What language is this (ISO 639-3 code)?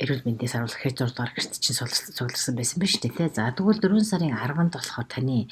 mon